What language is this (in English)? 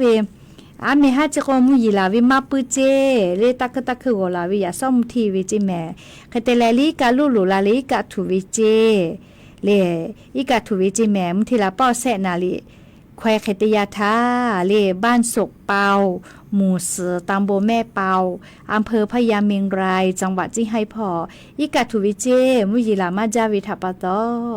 Lahu